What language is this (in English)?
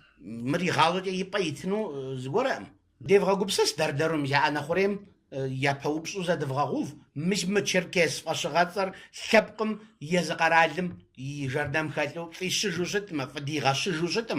Kabardian